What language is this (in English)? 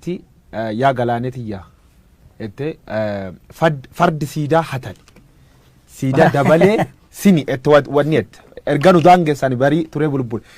Oromo